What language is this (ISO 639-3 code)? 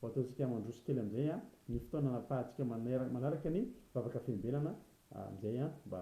mlg